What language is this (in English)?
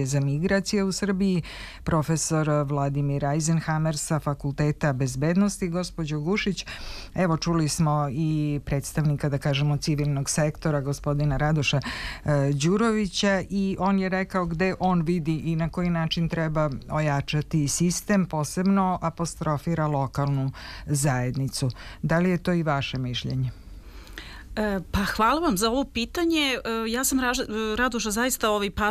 Serbian